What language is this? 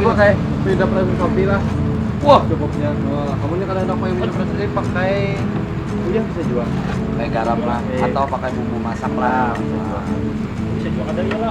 Banjar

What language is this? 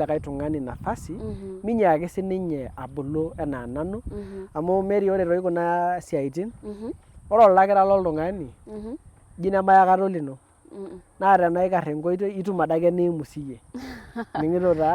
Masai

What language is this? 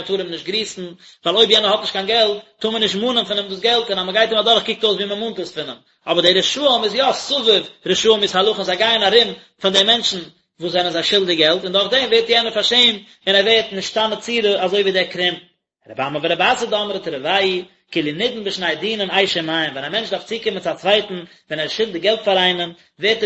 Yiddish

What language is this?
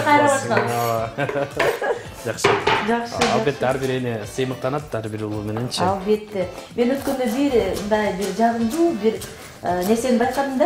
Kyrgyz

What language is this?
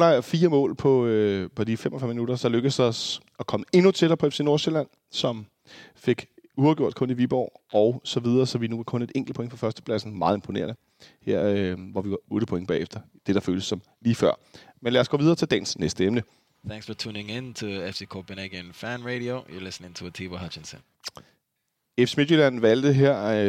Danish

